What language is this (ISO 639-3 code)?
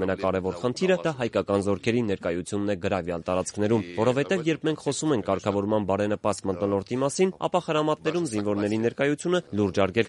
hye